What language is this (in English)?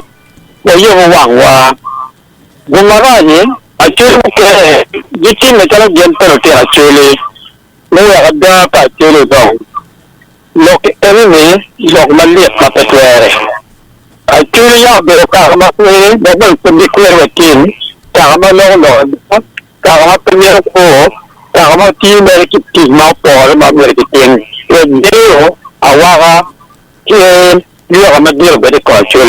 Acoli